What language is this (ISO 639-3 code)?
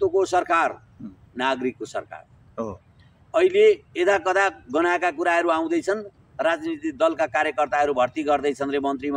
nep